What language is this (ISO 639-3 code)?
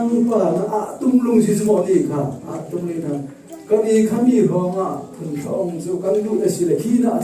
cfm